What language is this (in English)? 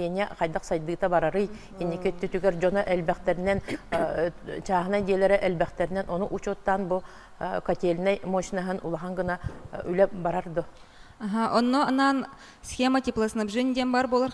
Yakut